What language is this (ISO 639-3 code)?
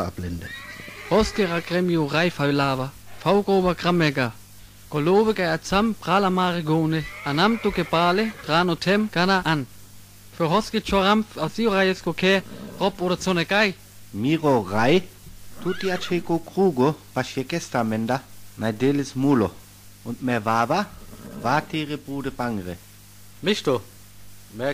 rmo